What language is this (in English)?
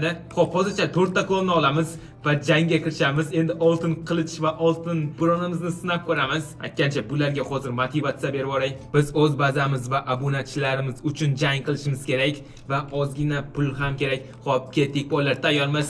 Uzbek